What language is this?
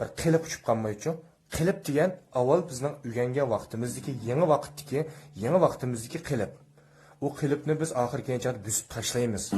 Uyghur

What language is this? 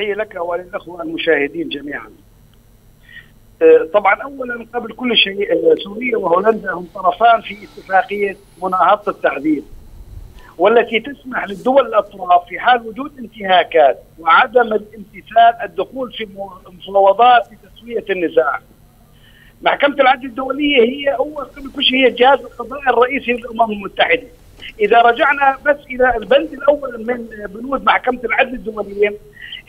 Arabic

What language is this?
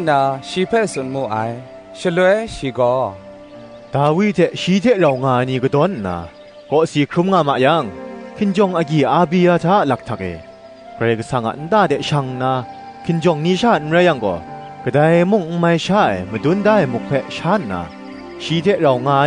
Kachin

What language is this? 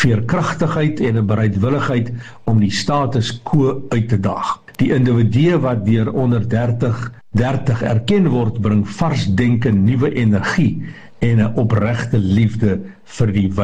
Afrikaans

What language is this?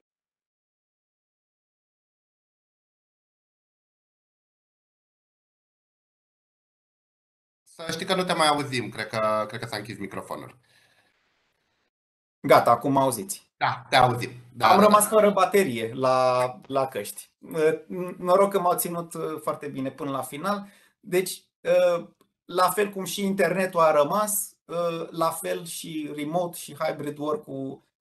Romanian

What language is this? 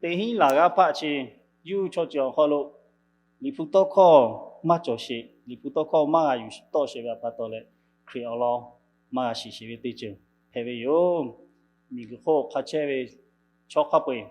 Lahu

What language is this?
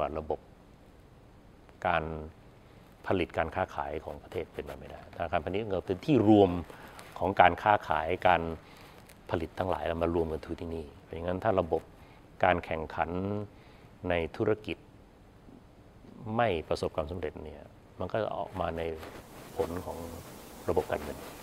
Thai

